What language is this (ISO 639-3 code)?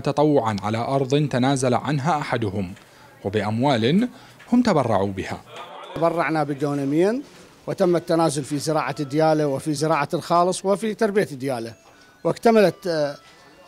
acm